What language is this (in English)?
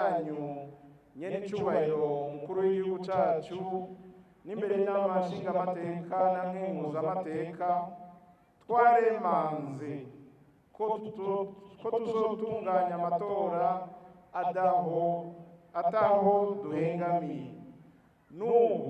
Rundi